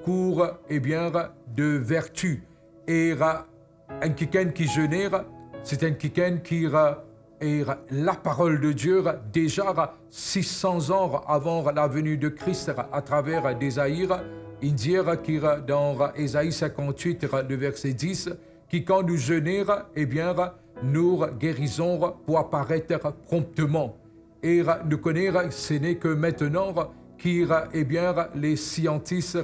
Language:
Morisyen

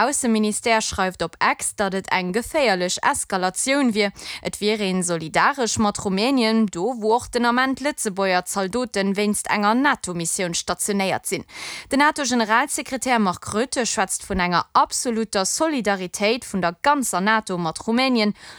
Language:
Luxembourgish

